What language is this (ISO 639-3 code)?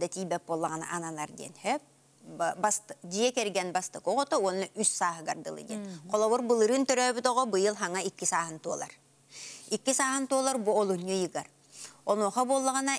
sah